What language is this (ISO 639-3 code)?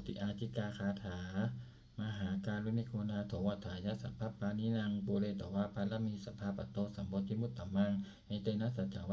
pli